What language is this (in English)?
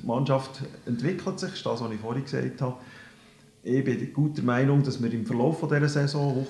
Swiss German